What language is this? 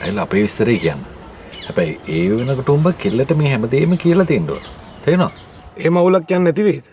Sinhala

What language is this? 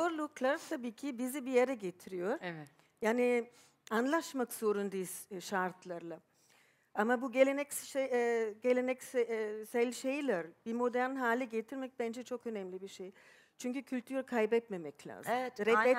Turkish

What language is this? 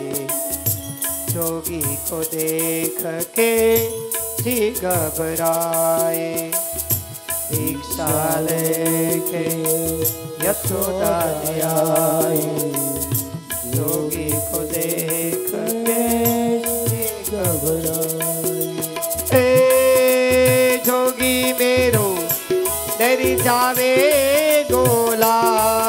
Gujarati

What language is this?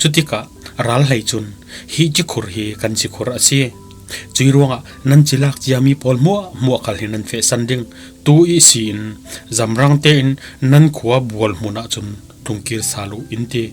Falam Chin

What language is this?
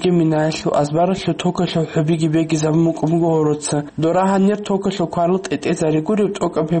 Avaric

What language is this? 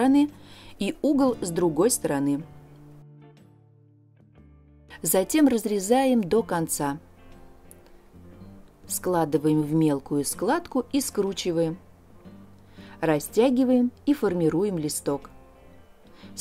Russian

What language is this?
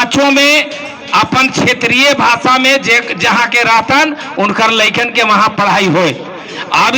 Magahi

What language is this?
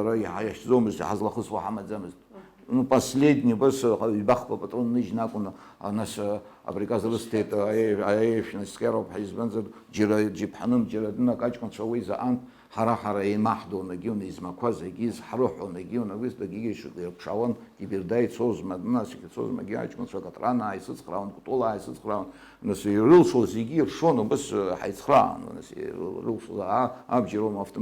Abkhazian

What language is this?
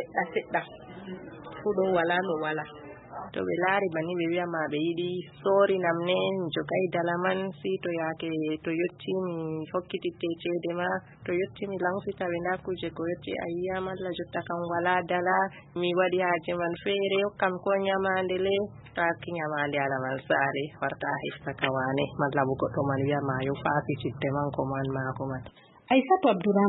Fula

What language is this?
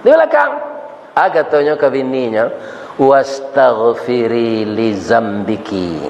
Minangkabau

